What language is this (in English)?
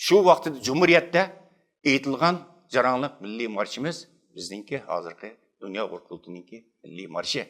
Uyghur